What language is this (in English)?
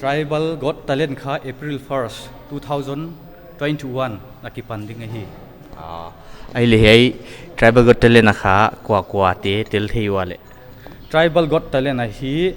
Paite Chin